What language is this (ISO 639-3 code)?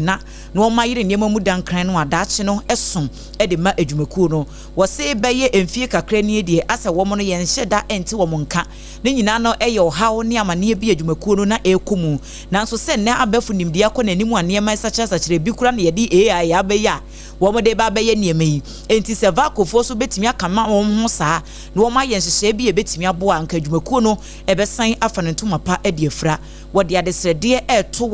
aka